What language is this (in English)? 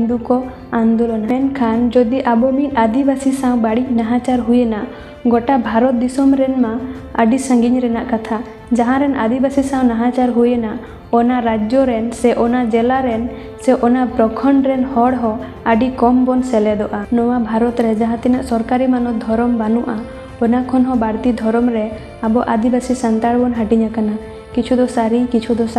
Santali